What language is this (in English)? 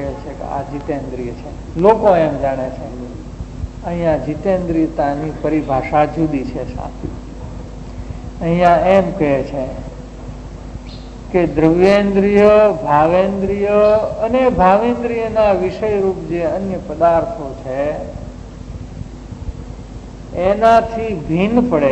Gujarati